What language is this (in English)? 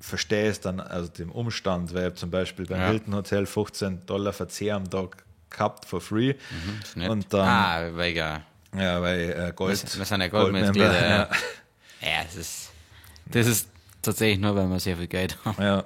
Bavarian